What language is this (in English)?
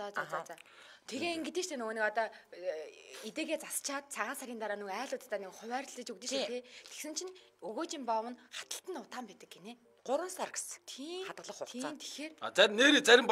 Mongolian